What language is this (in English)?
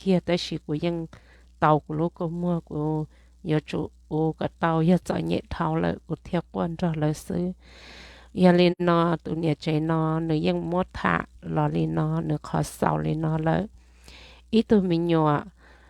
Hmong